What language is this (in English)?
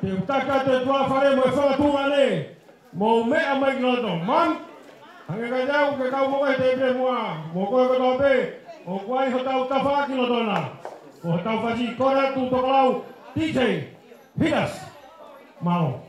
Tongan